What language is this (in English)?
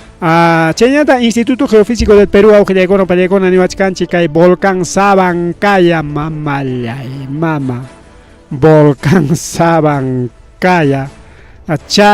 Ayacucho Quechua